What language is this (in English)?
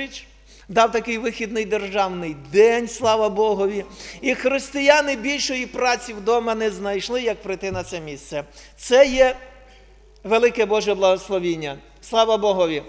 Ukrainian